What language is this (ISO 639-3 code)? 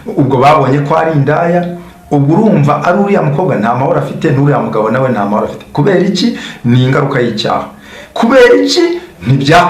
kin